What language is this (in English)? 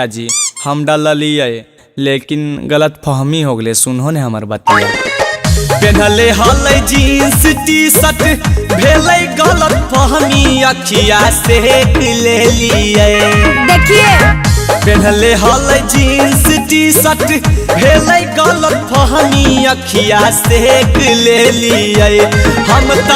Magahi